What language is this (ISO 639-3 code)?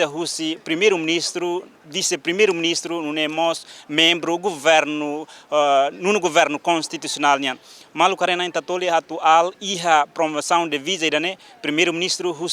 tet